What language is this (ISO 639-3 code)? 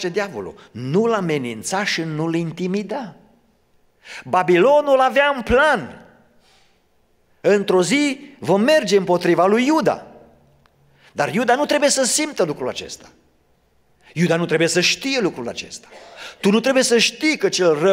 ron